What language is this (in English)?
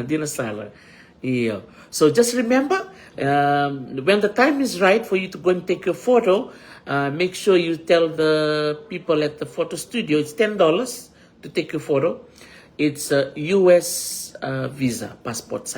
Fijian